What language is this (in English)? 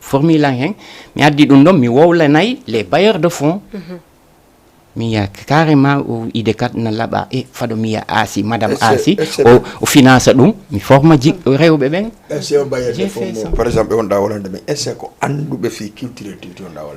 Fula